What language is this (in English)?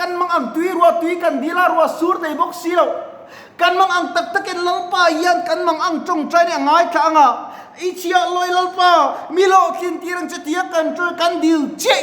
Mizo